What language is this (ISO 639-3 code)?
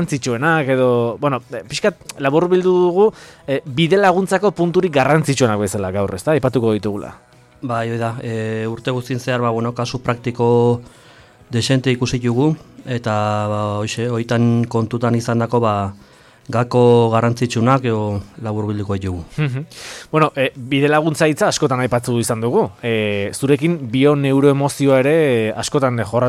eus